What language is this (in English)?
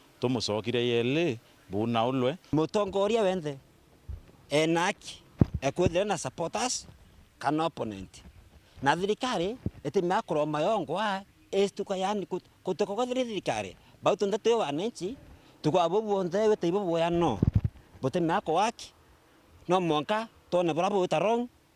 Meru